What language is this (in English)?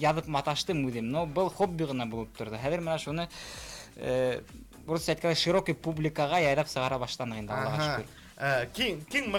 Bashkir